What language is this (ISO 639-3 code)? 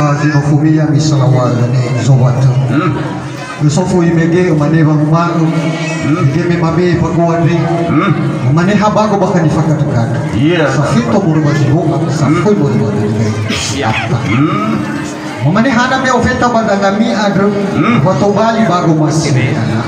nia